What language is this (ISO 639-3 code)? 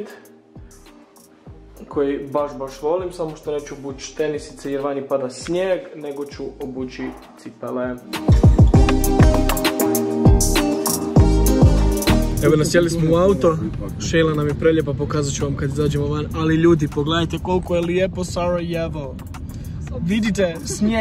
hrv